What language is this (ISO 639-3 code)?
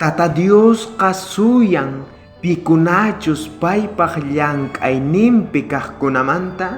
quh